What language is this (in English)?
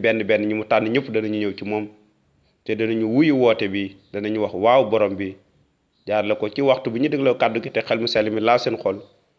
Wolof